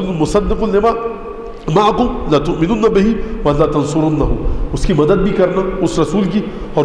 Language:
Urdu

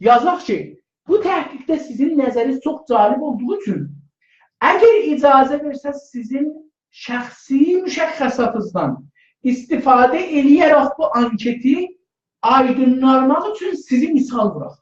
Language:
South Azerbaijani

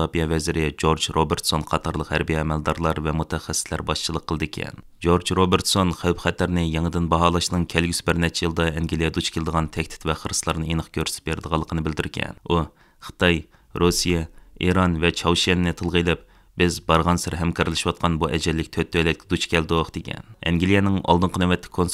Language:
Uyghur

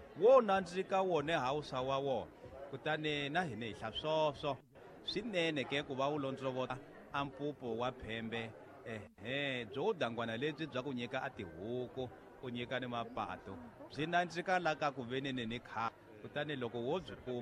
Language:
Tsonga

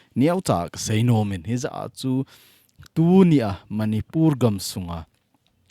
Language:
Thado Chin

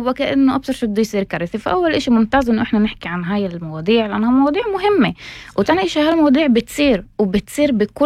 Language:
North Levantine Arabic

